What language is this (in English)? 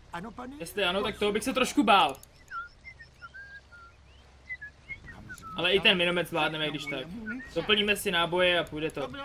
Czech